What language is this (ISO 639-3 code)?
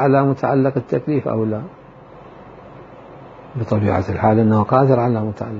ara